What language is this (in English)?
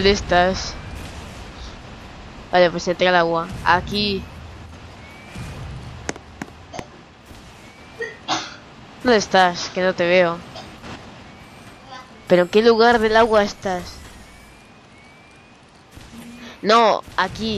Spanish